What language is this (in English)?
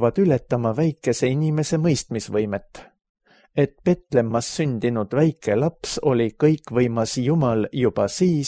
Estonian